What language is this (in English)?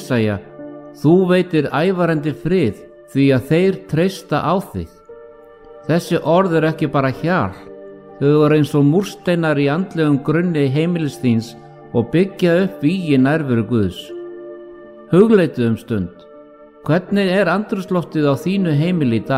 Icelandic